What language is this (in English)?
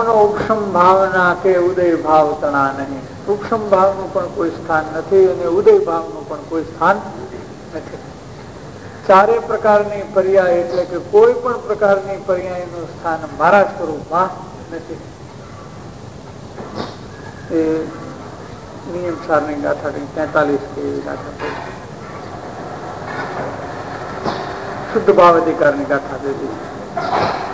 Gujarati